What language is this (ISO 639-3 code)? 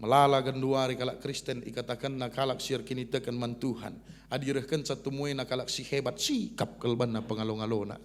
btx